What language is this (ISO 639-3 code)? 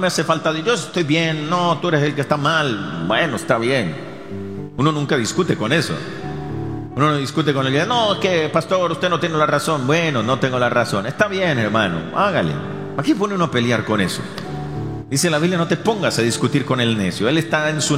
spa